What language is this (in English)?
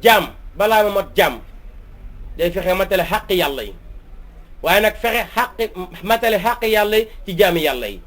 Wolof